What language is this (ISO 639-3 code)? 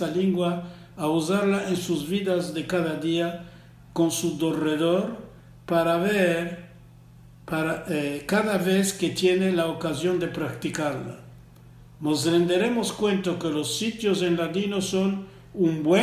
lad